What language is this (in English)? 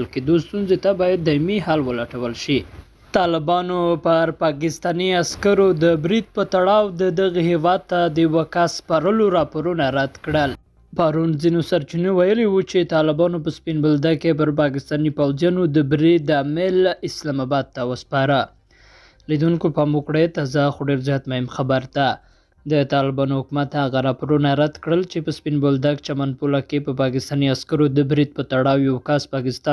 Pashto